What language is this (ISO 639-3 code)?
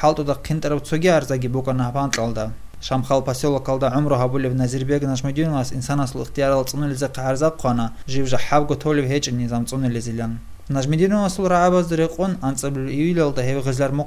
ava